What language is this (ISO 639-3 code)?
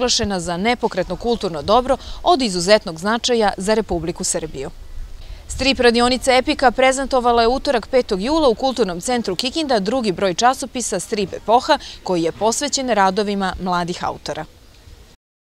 srp